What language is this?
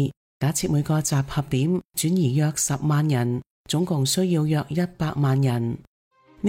Cantonese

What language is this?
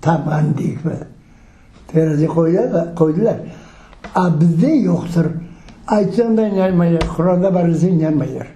Crimean Tatar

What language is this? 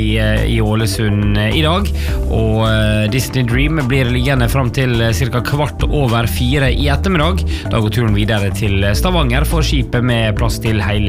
Norwegian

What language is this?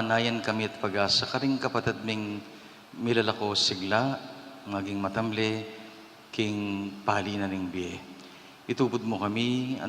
Pampanga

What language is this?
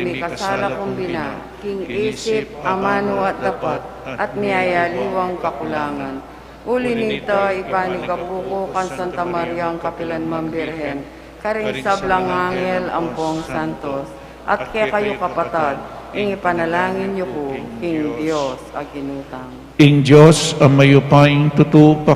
Pampanga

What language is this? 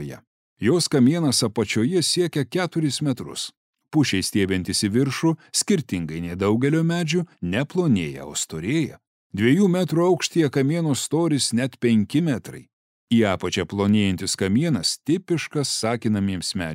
Lithuanian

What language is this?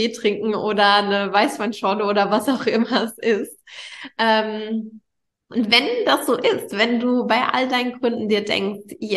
German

